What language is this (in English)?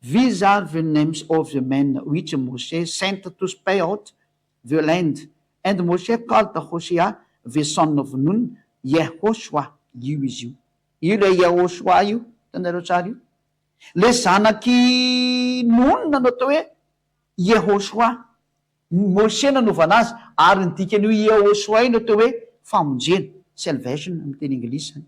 Malagasy